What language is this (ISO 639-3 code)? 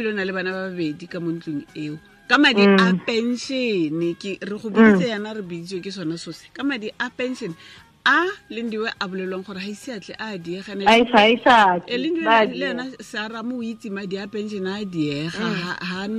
tsn